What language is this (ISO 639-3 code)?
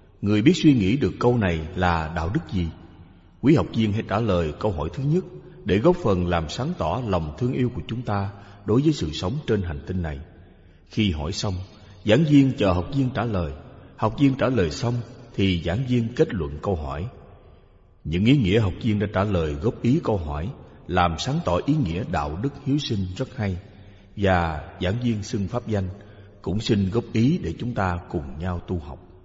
vie